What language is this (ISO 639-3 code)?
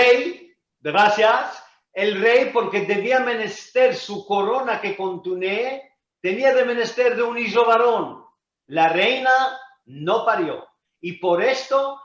lad